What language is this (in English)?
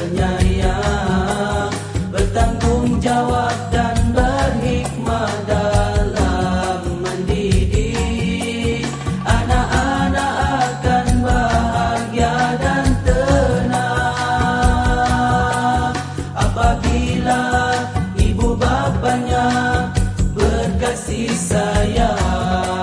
Malay